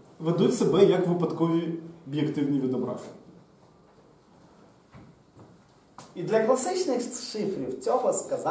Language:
Ukrainian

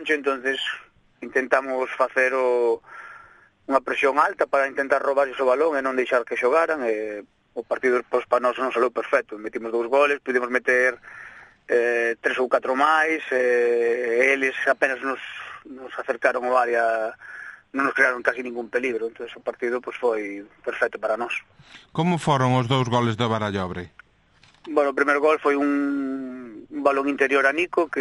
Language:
Galician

